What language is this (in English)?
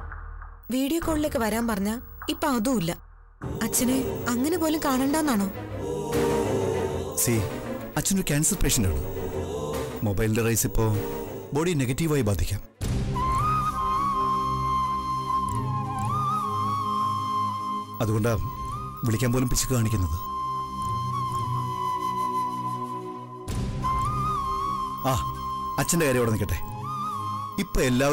Malayalam